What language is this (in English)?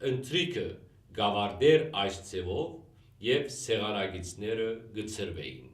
Western Armenian